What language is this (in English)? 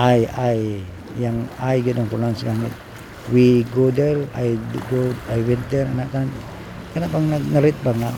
Cebuano